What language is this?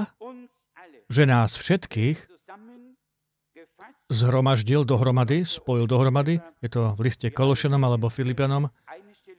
Slovak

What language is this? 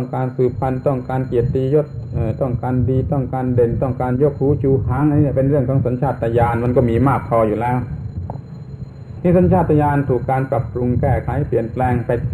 Thai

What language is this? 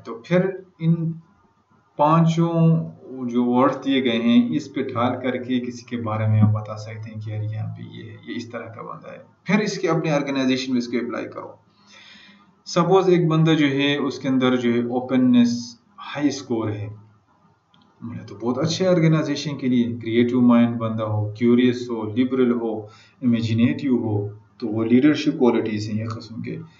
Urdu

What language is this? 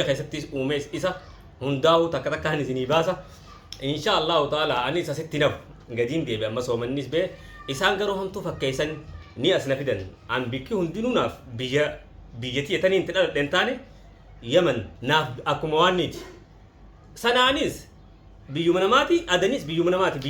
Oromo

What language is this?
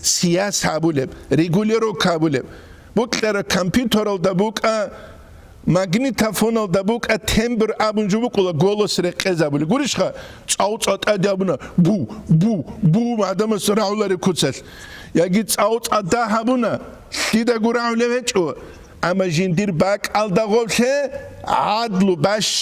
Avaric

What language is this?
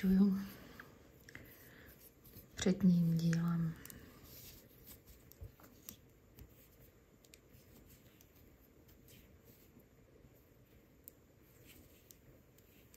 Czech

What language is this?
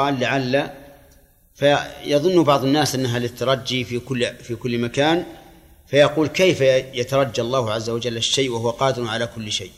Arabic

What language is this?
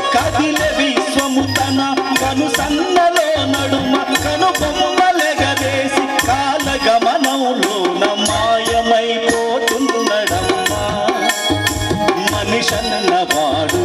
Telugu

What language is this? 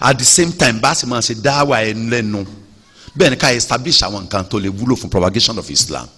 Yoruba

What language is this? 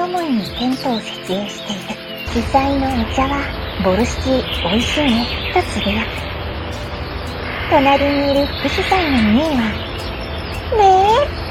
Japanese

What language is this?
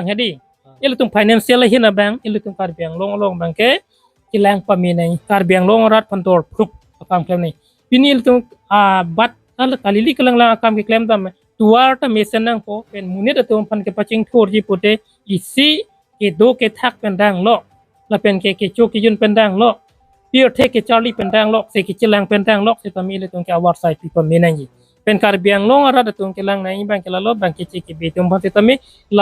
Karbi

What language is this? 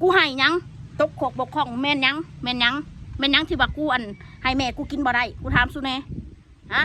Northeastern Thai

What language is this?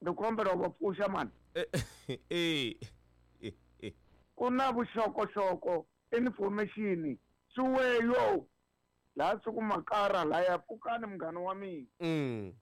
Tsonga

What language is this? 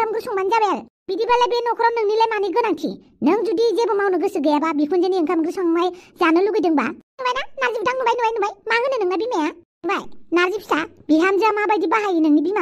Bodo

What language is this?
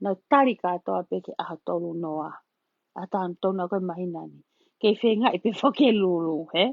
Tongan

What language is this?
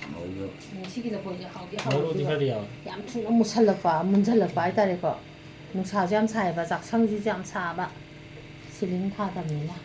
Manipuri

